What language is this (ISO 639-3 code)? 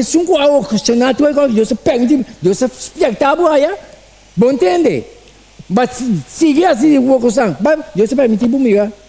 pap